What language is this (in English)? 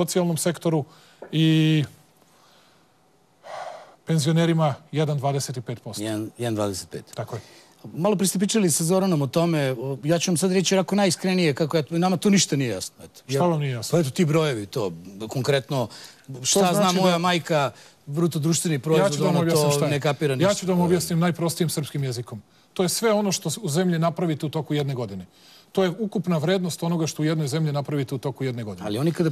Serbian